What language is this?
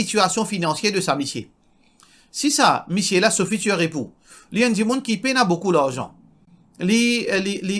Morisyen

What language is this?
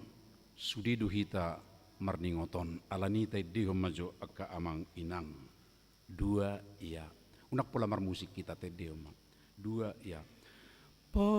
Batak Toba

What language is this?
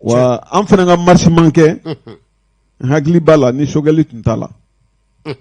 Bambara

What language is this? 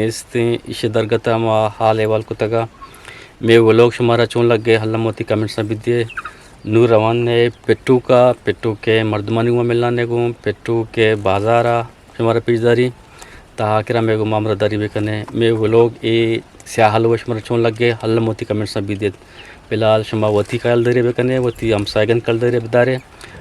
Eastern Balochi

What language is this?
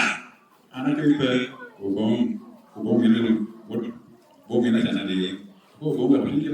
Lango (Uganda)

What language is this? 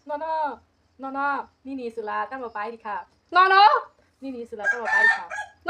Kok Borok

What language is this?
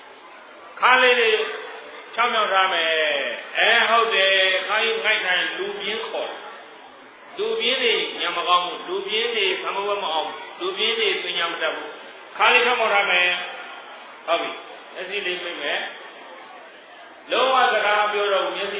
Burmese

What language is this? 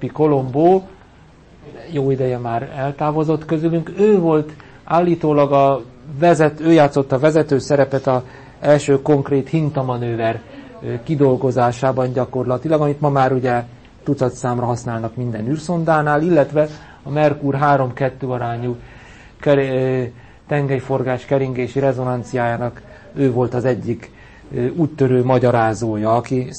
Hungarian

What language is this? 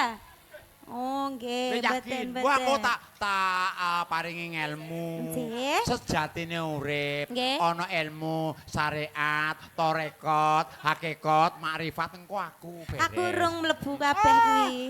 Javanese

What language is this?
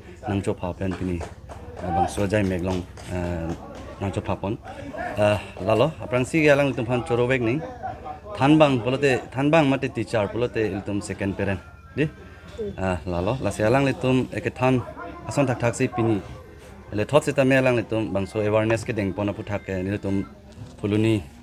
Karbi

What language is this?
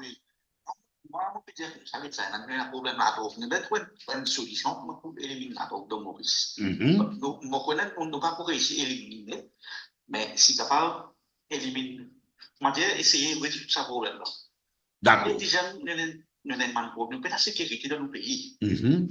Morisyen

